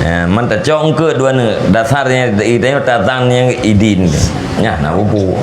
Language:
Achinese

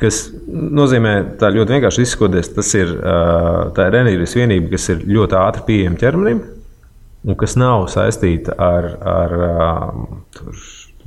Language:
Latvian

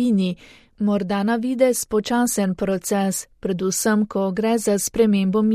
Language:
Slovenian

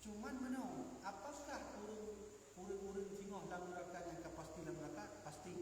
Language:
Achinese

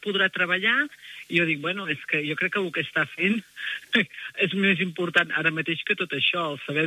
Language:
Catalan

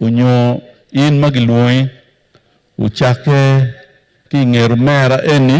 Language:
Acoli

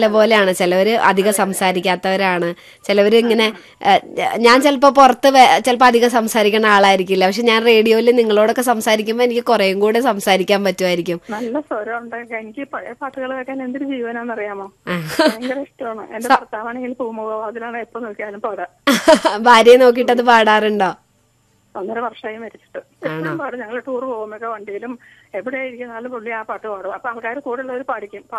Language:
Malayalam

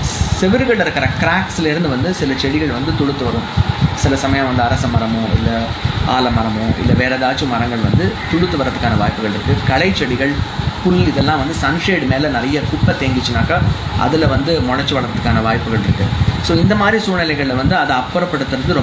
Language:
Tamil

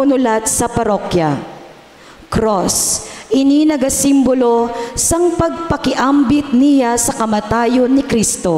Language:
Hiligaynon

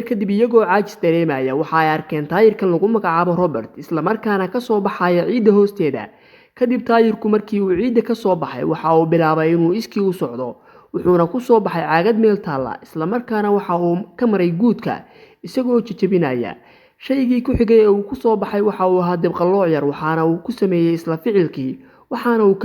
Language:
Somali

